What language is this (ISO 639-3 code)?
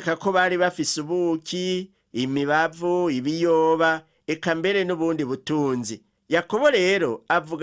run